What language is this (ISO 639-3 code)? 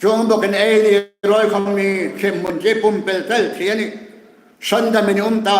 hmr